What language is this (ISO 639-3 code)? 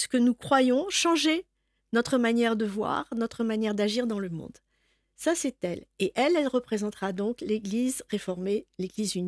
fra